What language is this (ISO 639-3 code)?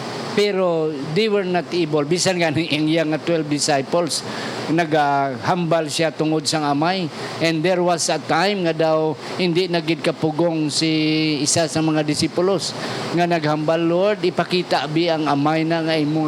hil